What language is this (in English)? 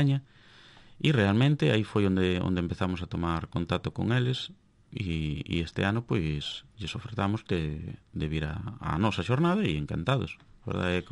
Galician